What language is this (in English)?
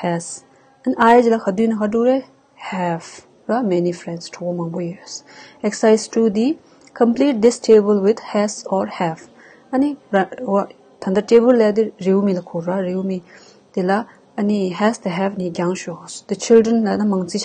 Tibetan